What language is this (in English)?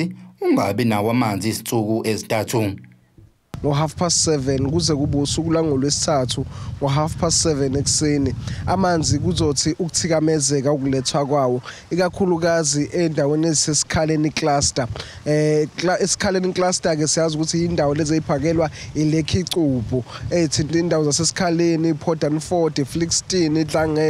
Zulu